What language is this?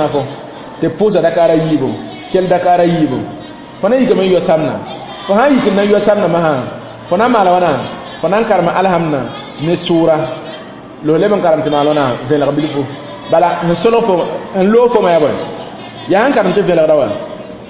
Mossi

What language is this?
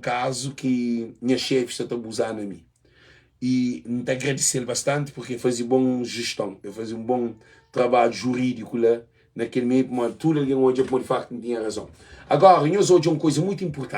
Kabuverdianu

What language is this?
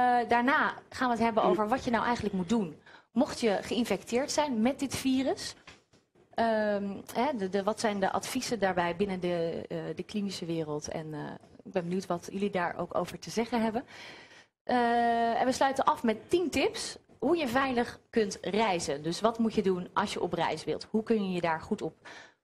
Dutch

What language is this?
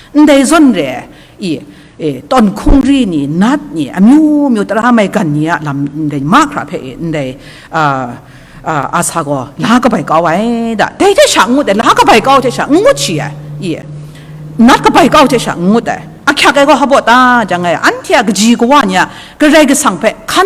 Kachin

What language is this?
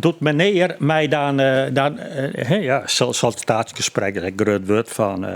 Western Frisian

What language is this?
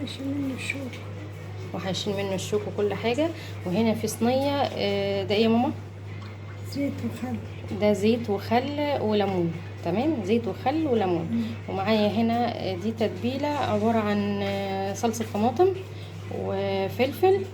Egyptian Arabic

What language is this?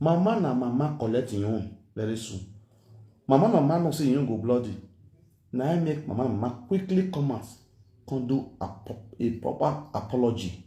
Nigerian Pidgin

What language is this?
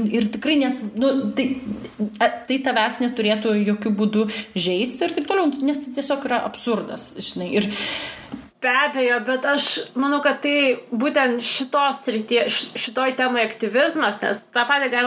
Lithuanian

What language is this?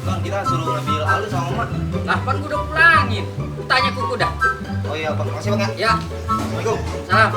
Betawi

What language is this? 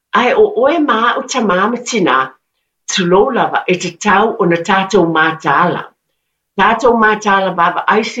Samoan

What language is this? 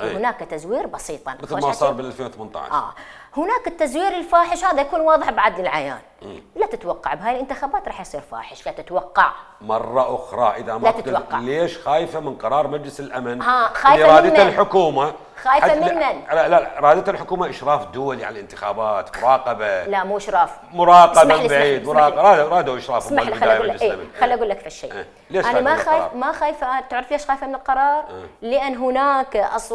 Mesopotamian Arabic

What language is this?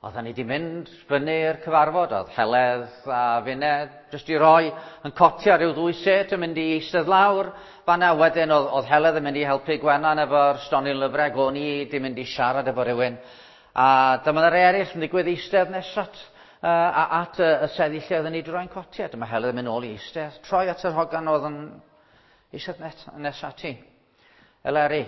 Welsh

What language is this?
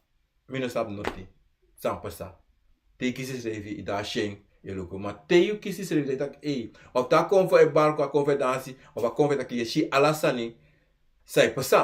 Sranan Tongo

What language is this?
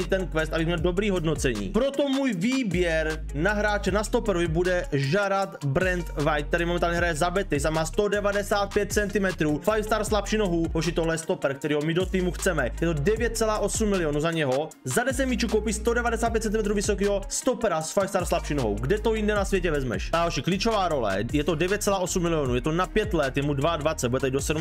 Czech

